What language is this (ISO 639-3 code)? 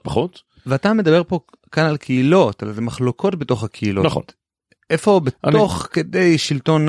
heb